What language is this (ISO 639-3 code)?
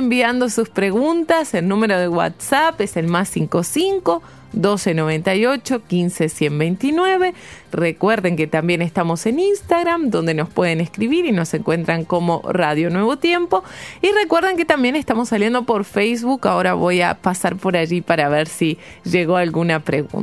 spa